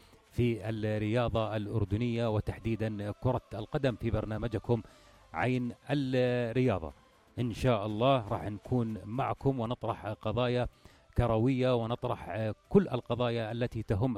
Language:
North Levantine Arabic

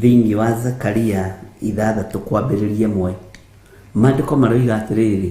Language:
Kikuyu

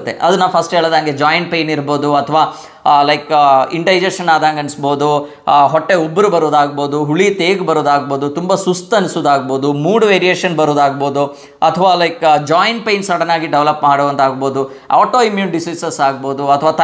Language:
Kannada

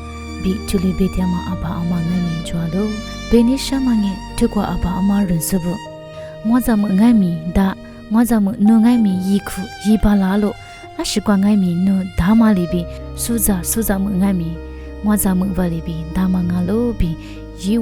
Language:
Lisu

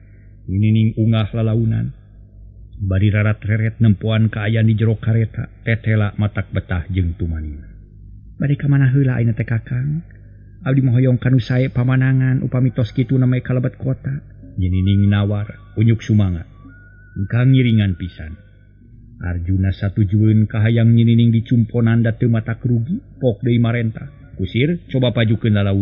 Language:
Sundanese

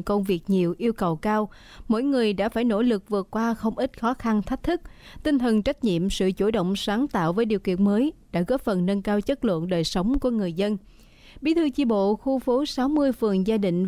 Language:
Vietnamese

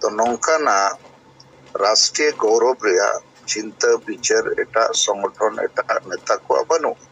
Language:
Santali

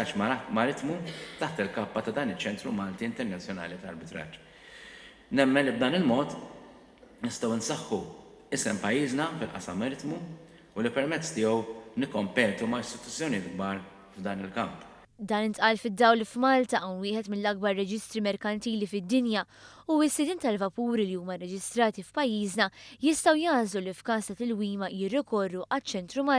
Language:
Maltese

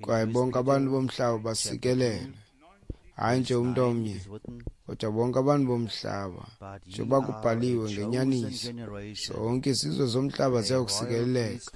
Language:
Xhosa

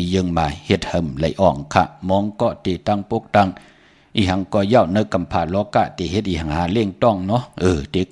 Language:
Shan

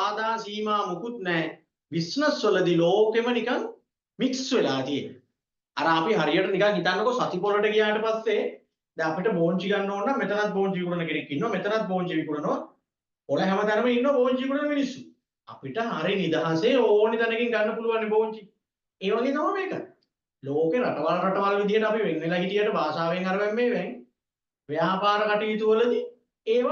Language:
Sinhala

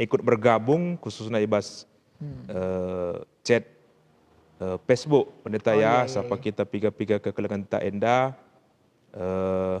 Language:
Batak Karo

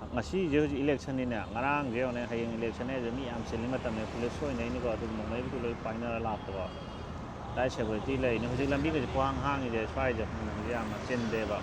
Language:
Manipuri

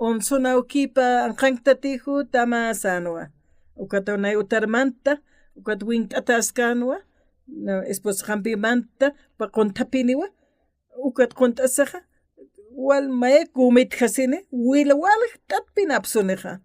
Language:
Aymara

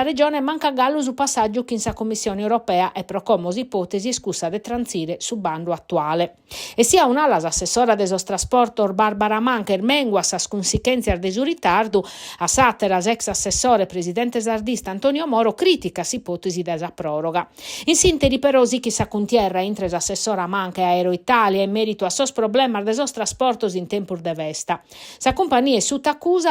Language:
Sardinian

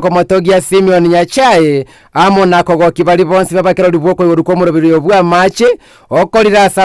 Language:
Gusii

